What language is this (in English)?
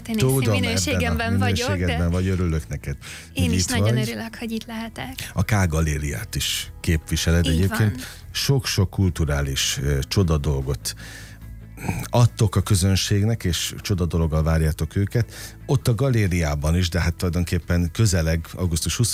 Hungarian